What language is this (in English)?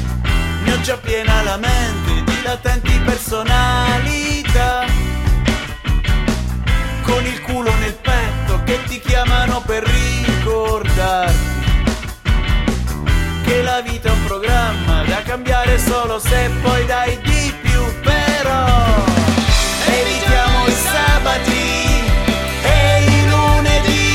Italian